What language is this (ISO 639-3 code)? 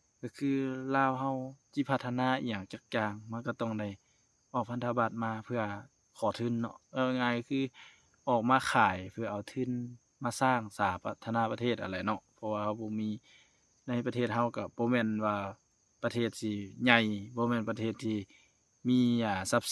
lao